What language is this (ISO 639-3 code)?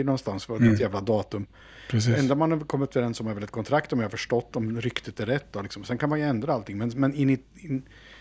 swe